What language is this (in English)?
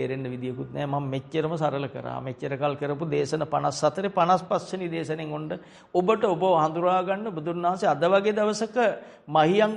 Sinhala